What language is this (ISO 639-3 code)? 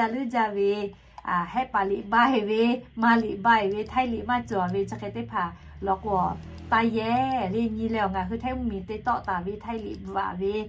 lhu